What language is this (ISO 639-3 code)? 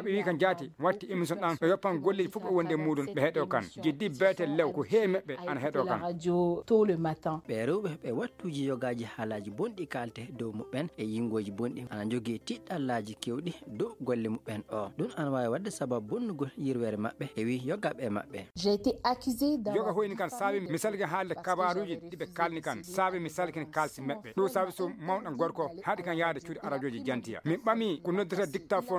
ful